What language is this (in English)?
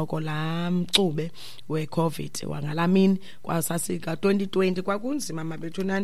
Xhosa